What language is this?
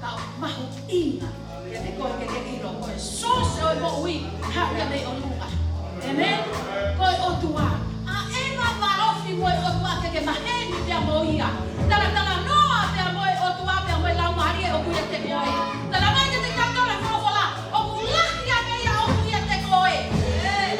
Tongan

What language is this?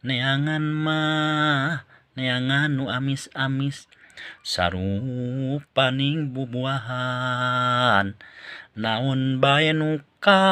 Sundanese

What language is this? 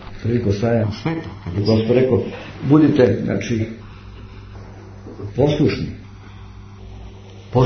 Serbian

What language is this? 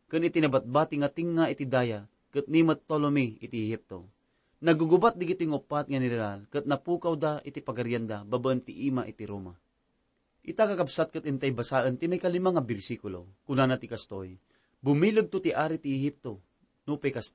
Iloko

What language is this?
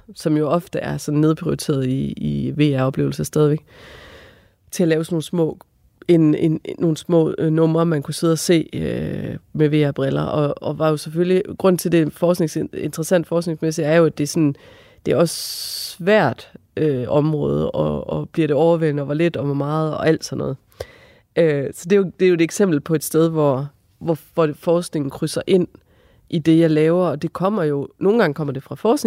Danish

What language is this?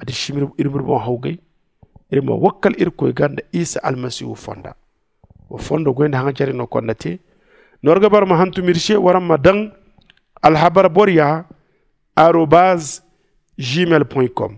Zarma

